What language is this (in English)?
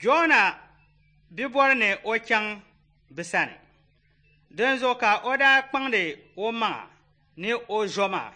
Dagbani